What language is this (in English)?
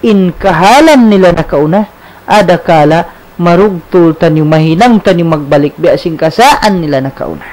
Tausug